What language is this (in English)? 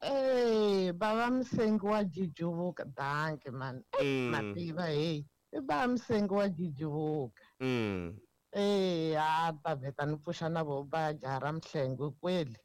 Tsonga